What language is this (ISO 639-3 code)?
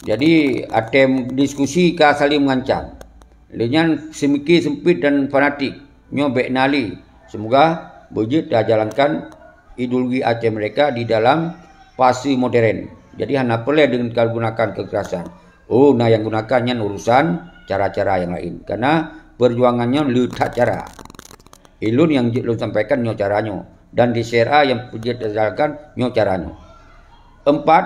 ace